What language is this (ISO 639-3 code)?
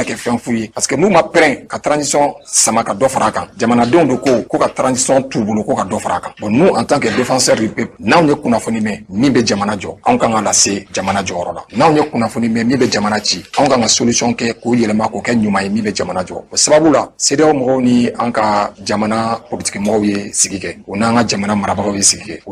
bam